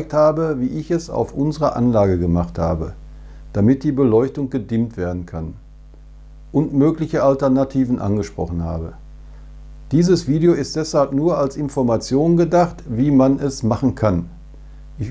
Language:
German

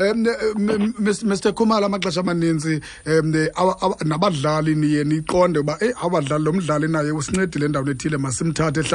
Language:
Xhosa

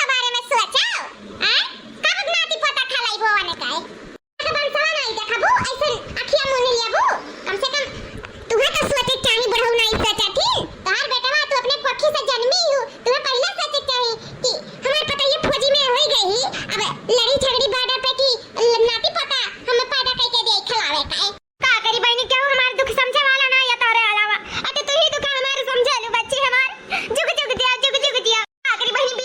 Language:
Awadhi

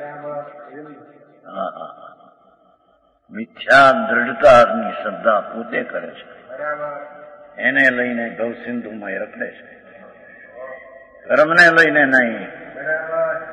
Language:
Gujarati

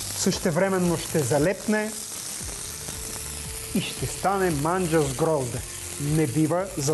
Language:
Bulgarian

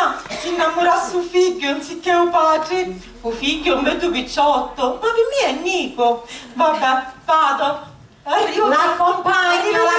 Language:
Sicilian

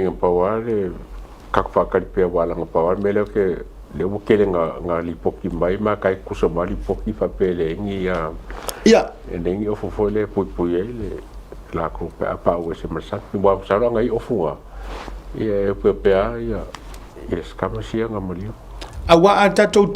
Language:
Samoan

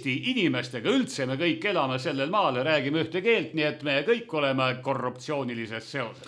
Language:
Estonian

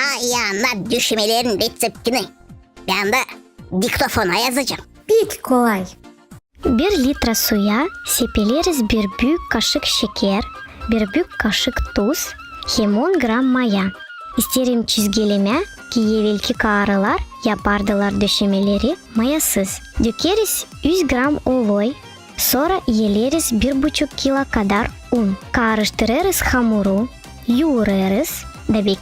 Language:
Gagauz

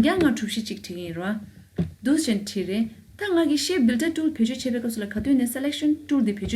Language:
Tibetan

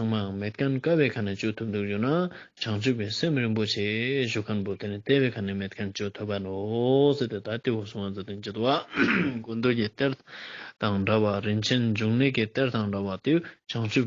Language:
Ladakhi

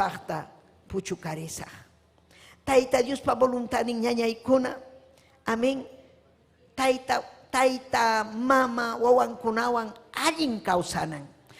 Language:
Ayacucho Quechua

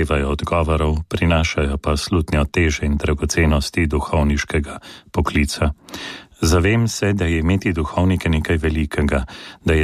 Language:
Slovenian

